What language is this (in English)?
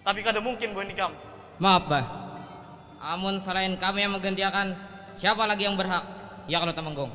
Banjar